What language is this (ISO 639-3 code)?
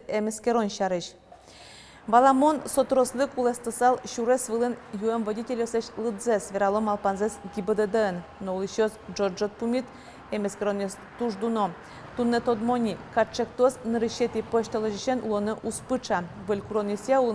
udm